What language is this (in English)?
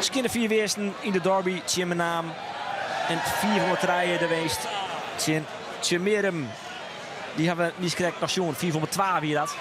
Western Frisian